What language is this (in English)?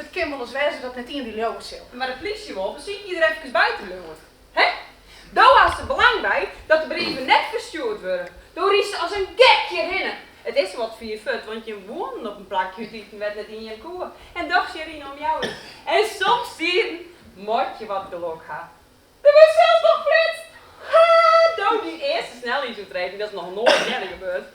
Western Frisian